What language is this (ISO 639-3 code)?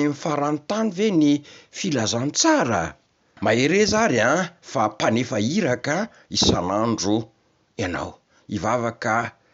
mlg